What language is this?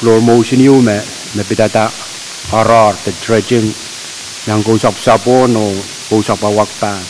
Pohnpeian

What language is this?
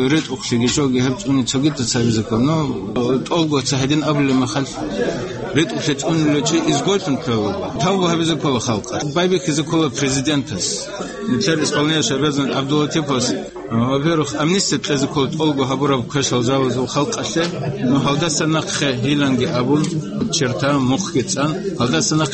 Avaric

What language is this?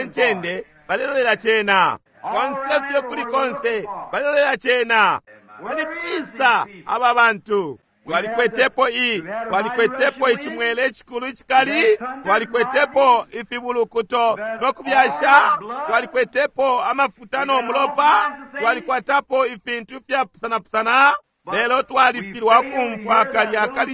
Bemba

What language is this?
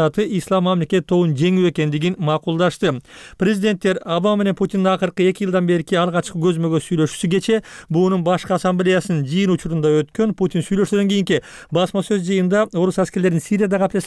Kyrgyz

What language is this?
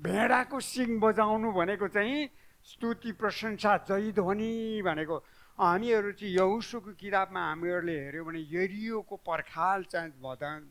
Nepali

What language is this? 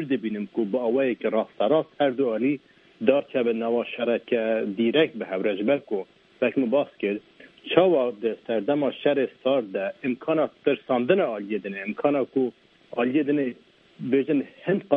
Kurdish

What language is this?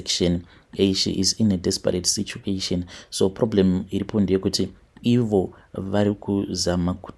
Shona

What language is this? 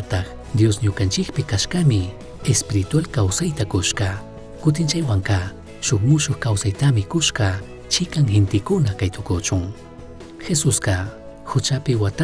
Chimborazo Highland Quichua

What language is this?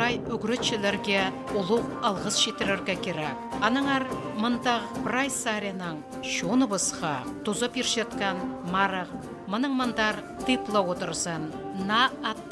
Khakas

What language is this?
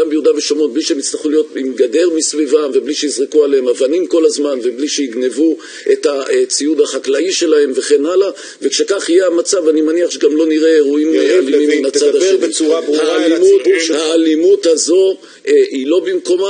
Hebrew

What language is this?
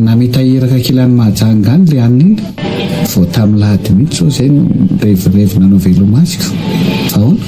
Malagasy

